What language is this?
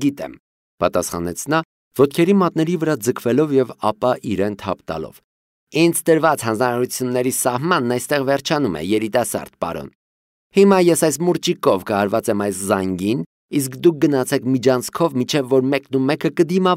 Armenian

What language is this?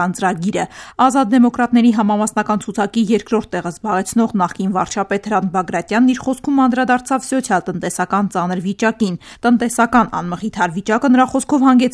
Armenian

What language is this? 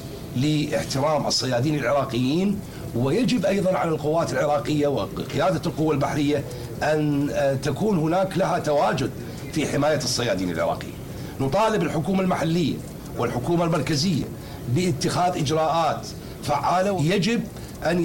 Mesopotamian Arabic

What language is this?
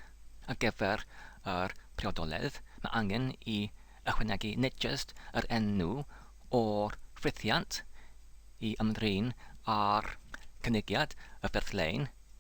Welsh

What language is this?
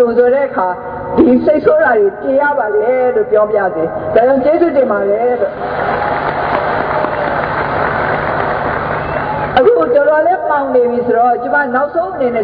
Burmese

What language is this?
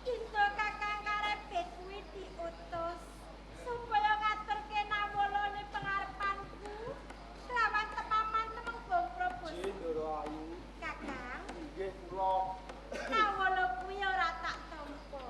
Javanese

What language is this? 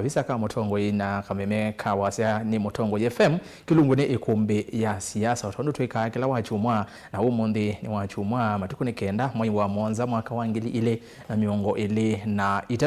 Kamba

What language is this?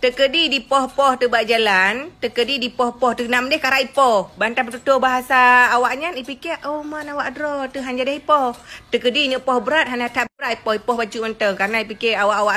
Achinese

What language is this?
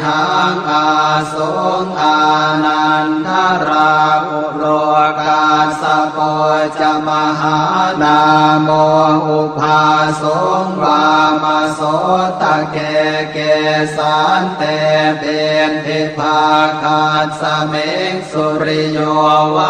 Pali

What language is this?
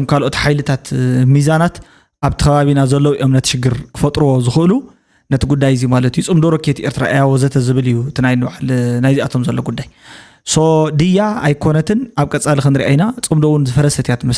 Tigrinya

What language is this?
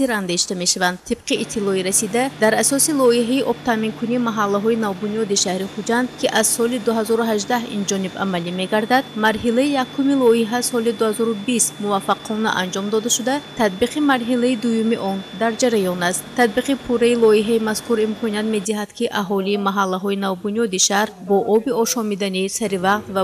Tajik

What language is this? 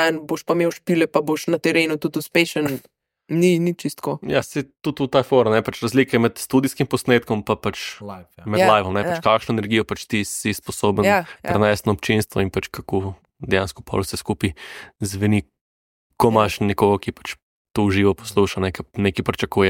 Slovenian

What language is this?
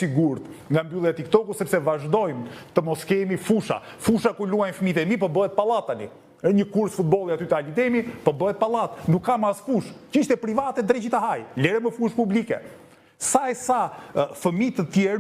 Albanian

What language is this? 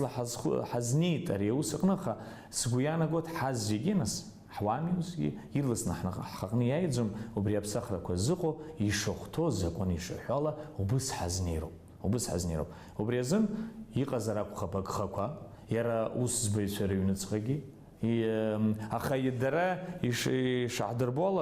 Abkhazian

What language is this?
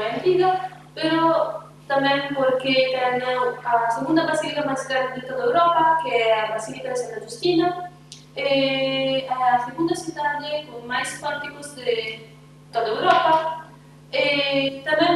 Galician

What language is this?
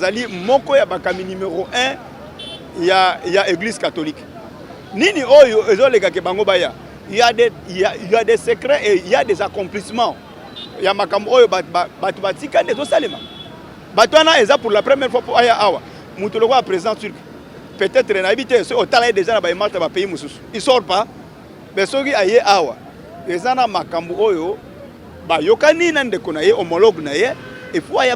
Lingala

